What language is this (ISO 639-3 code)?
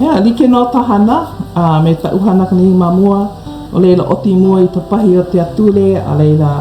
haw